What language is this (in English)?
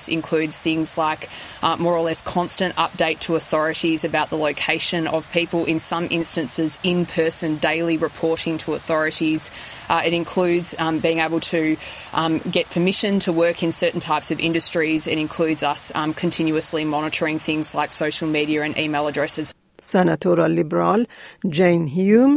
Kurdish